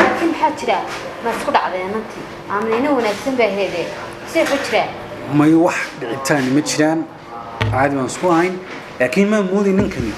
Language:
Somali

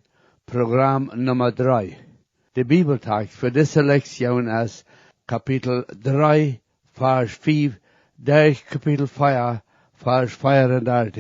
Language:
Plautdietsch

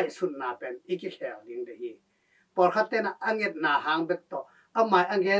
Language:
Tedim Chin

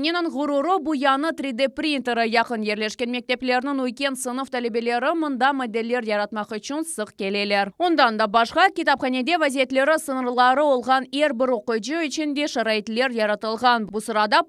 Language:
Crimean Tatar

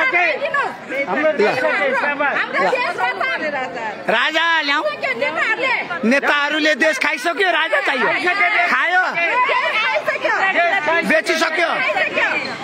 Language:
Nepali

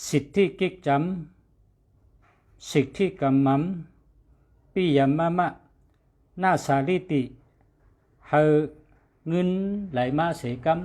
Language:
Shan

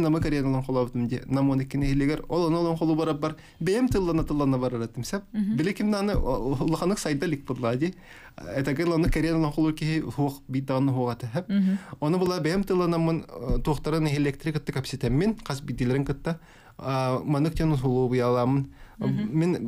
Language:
Yakut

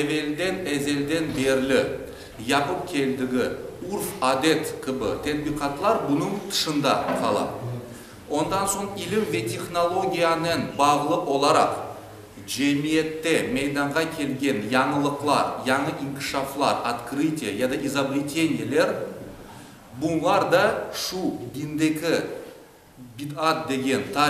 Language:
Crimean Tatar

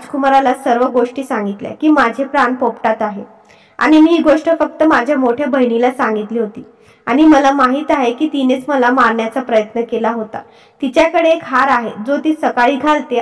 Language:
Marathi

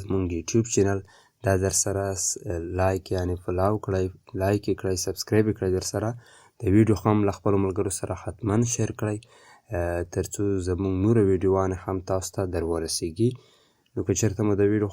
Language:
Pashto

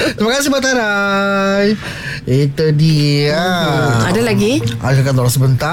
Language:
Malay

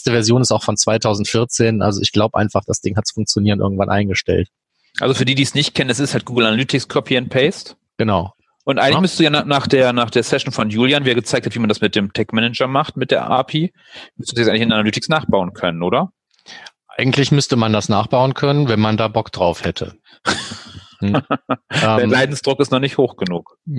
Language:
German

